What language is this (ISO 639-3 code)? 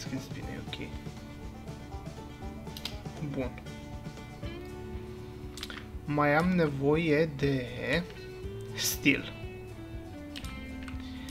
ron